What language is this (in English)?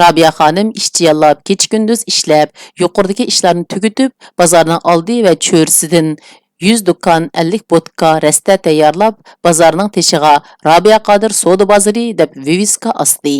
Uyghur